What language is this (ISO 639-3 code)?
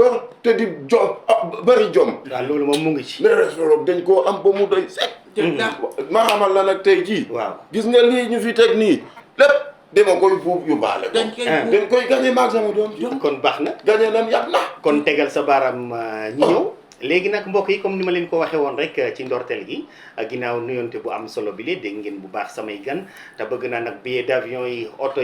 wol